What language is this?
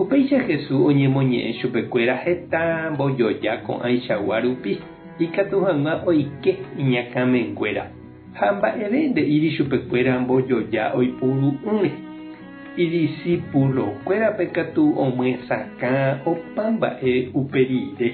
Guarani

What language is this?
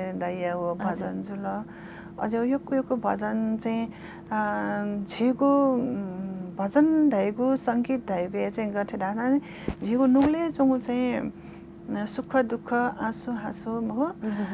Newari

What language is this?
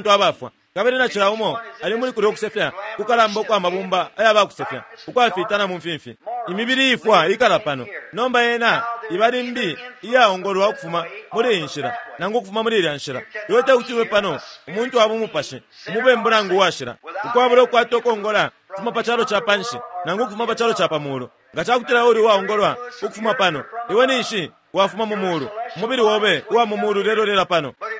Bemba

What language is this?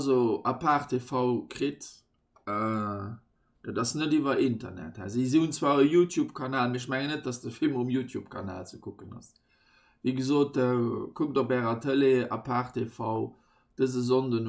Luxembourgish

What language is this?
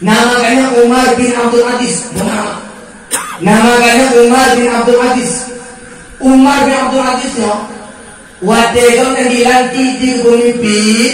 Achinese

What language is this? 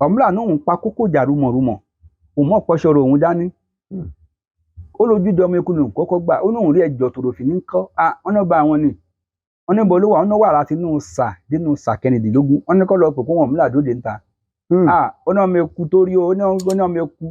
Yoruba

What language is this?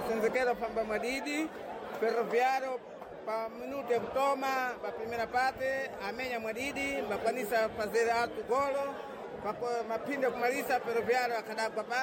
Sena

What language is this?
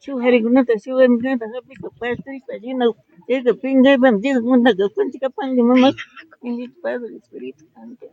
Imbabura Highland Quichua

